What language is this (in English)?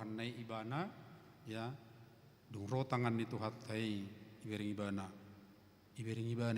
Batak Toba